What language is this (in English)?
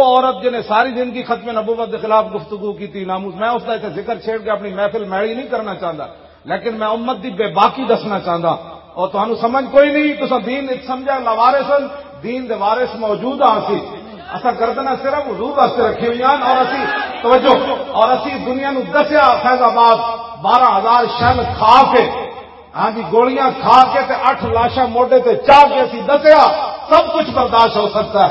Western Panjabi